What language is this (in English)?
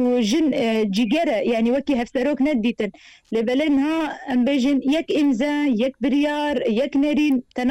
Kurdish